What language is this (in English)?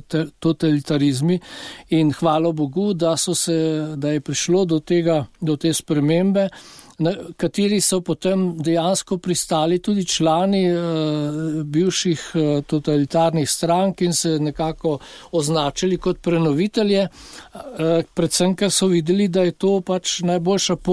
Slovenian